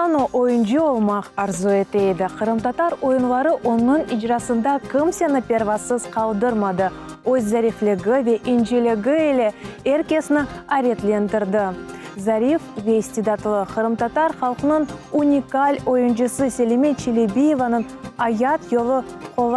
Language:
Crimean Tatar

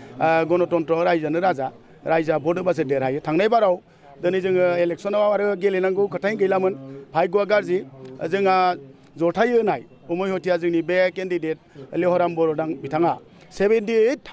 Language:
Bodo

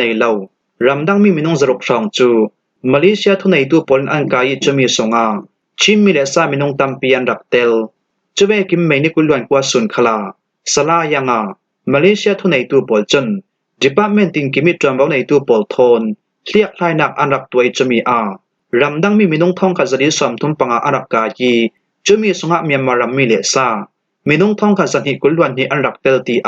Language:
Falam Chin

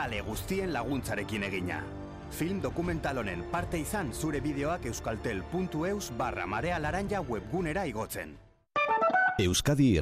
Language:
Basque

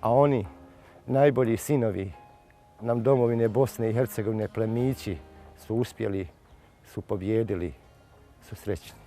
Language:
Bosnian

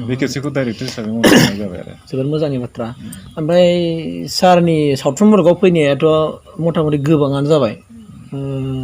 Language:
Bodo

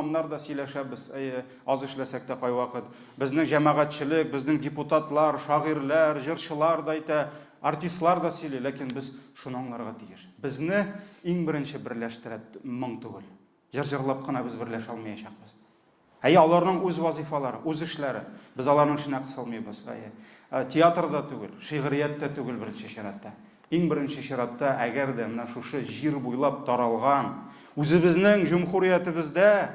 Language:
Tatar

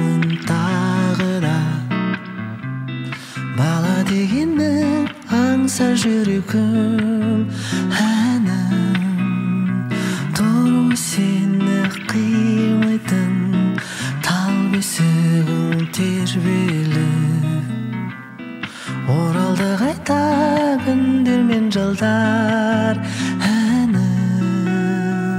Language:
Kazakh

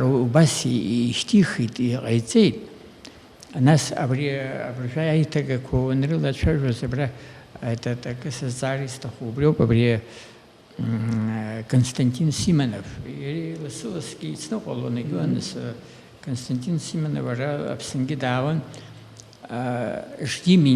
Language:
Abkhazian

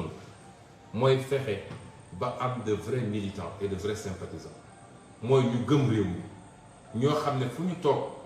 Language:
Wolof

